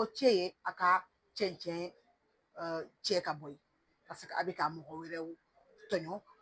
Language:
Bambara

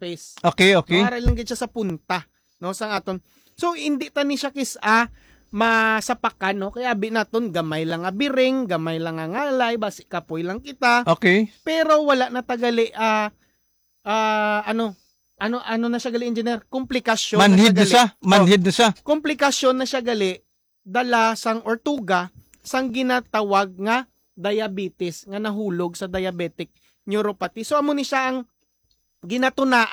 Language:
Hiligaynon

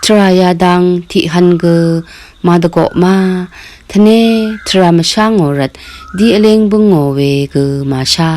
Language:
Rawang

